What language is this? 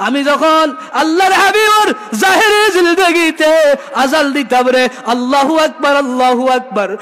Sylheti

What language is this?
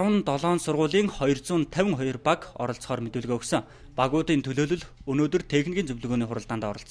Mongolian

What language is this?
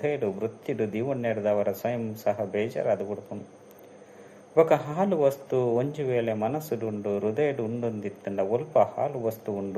Tulu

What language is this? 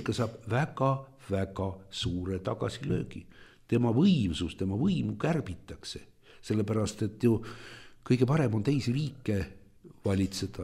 Estonian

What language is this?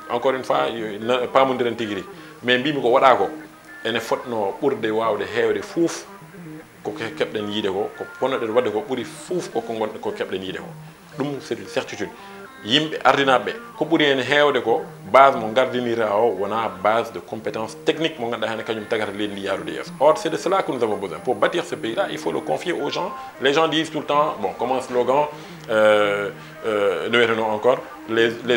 Fula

